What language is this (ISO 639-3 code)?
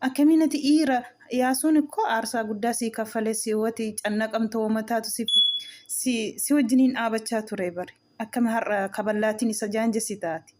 orm